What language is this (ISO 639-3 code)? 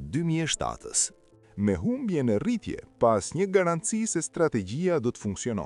sqi